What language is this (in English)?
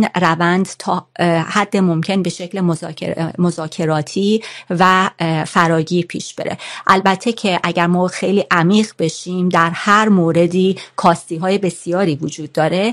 Persian